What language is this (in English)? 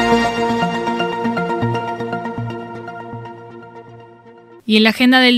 Spanish